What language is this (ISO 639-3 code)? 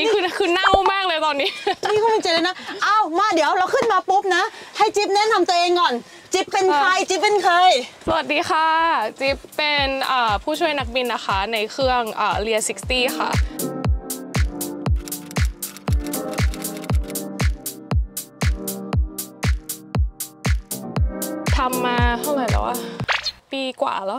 tha